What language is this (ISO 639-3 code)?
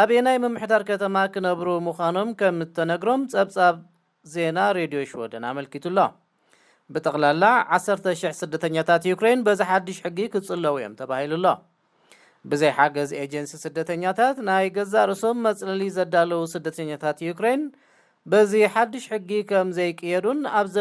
tir